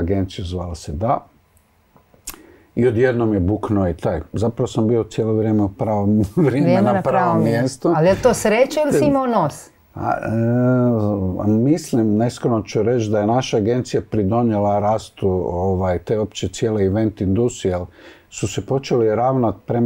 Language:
Croatian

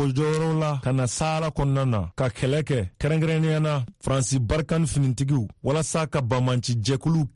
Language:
Bambara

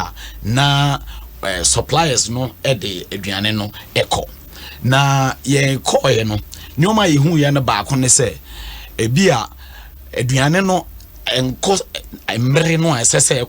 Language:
Akan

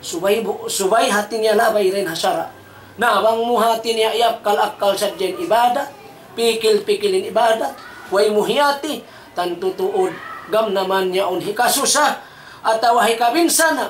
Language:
Tausug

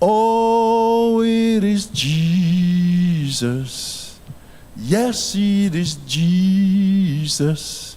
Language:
Papiamento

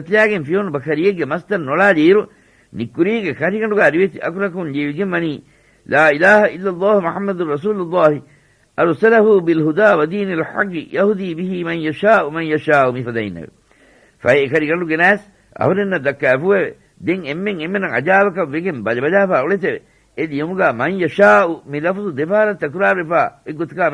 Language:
Divehi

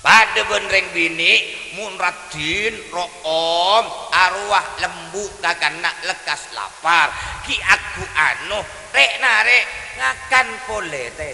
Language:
Madurese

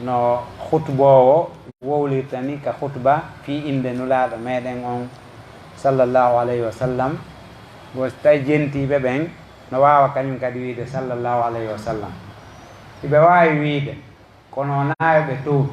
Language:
Fula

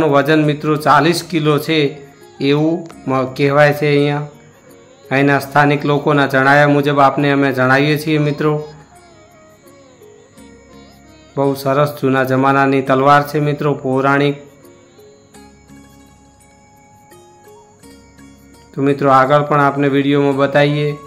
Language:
Gujarati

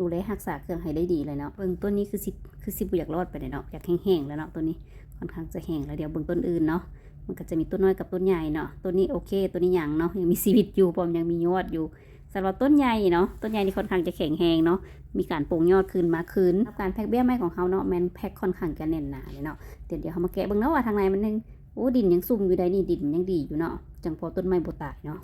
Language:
Lao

